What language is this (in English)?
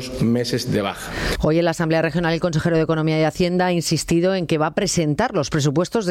Spanish